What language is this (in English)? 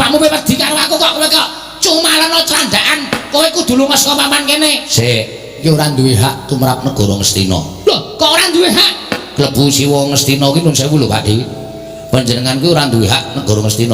Javanese